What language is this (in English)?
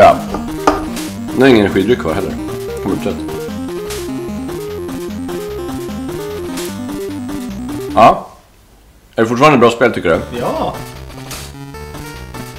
Swedish